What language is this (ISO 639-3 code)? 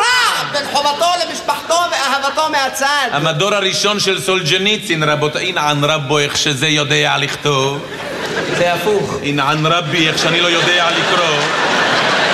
heb